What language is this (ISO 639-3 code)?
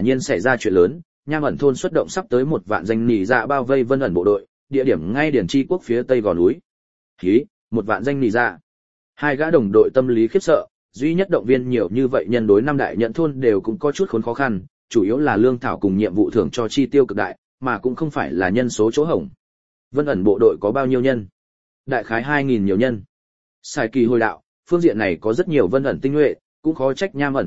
vie